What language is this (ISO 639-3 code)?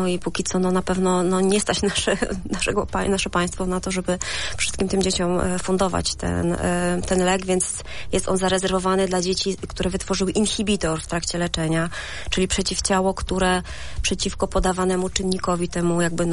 pol